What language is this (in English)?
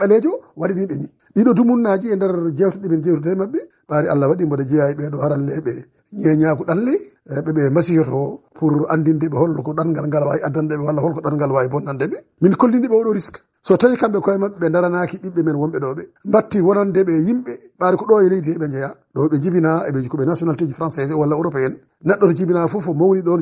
Fula